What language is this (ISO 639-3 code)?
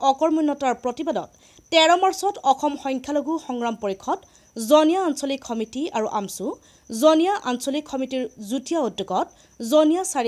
asm